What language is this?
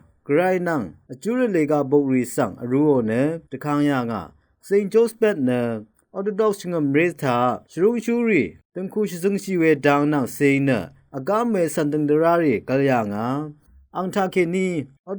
Rawang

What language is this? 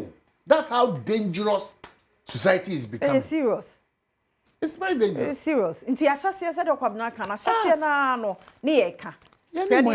Akan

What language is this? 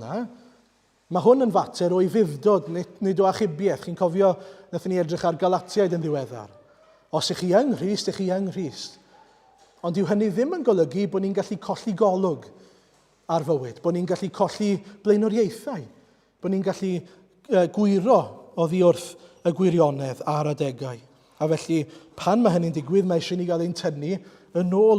Welsh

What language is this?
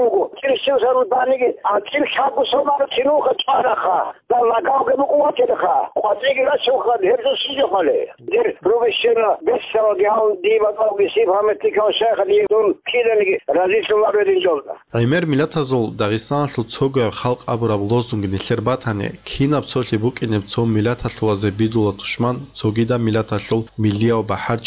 Avaric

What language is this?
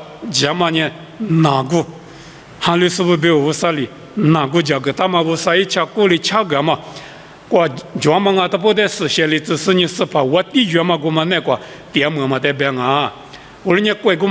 Lisu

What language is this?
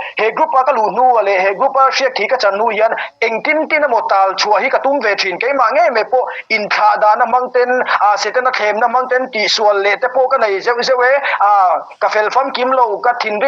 Mizo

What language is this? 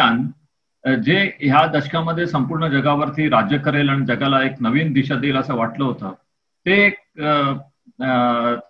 Marathi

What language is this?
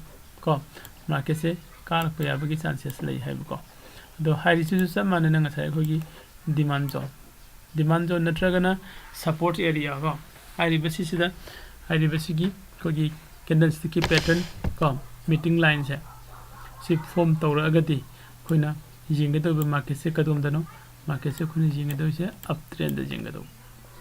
Manipuri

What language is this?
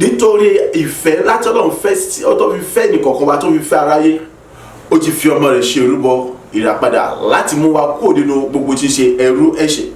Yoruba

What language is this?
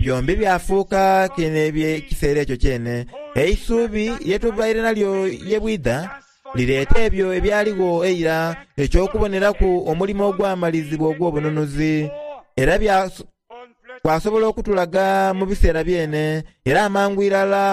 Soga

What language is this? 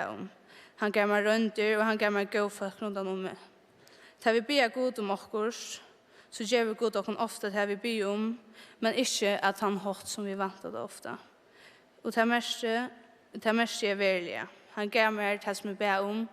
Faroese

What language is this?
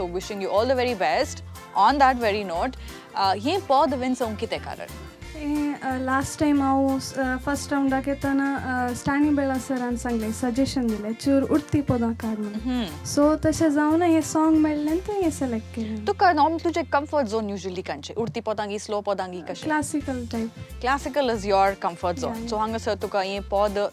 Konkani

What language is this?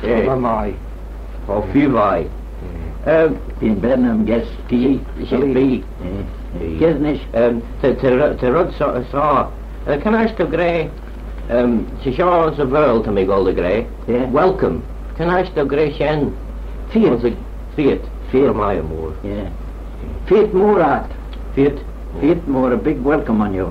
Manx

